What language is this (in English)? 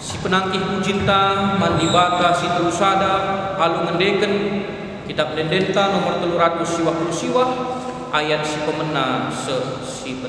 Batak Karo